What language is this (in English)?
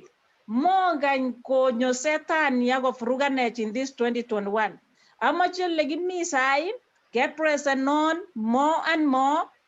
Kalenjin